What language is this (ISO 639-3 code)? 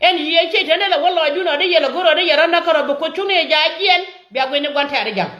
nus